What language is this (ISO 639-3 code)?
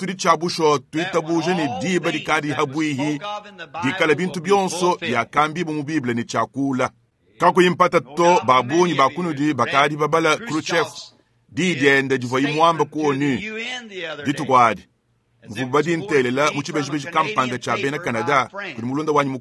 lua